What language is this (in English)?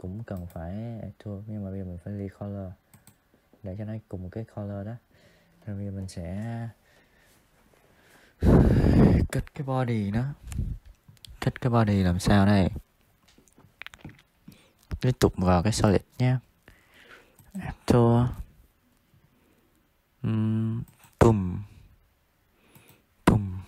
Vietnamese